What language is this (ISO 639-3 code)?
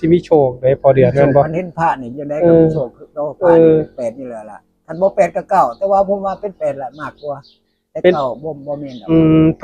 tts